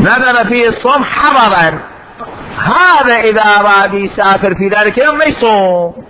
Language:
Mesopotamian Arabic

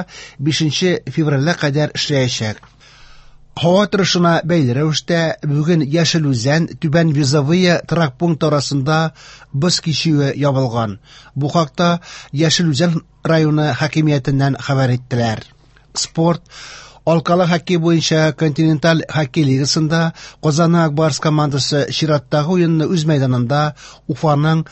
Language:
Tatar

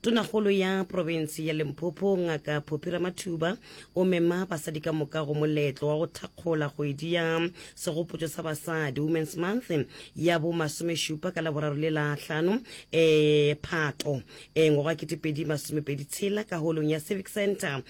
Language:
Northern Sotho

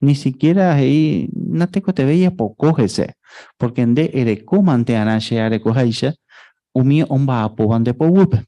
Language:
Guarani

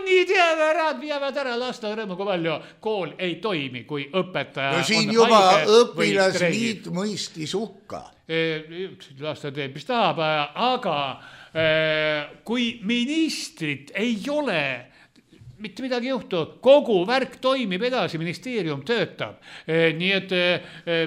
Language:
Estonian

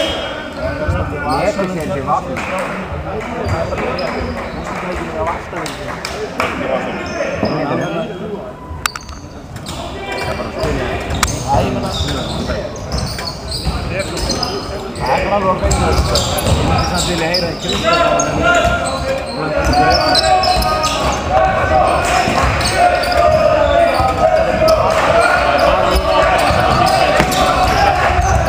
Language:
Icelandic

